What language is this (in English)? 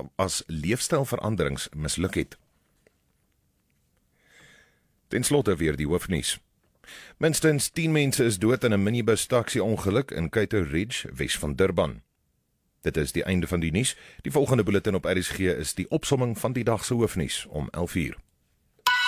Afrikaans